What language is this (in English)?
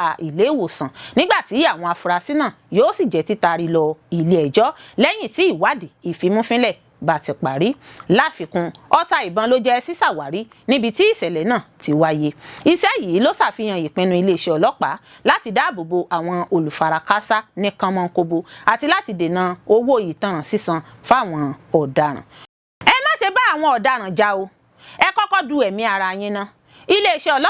Yoruba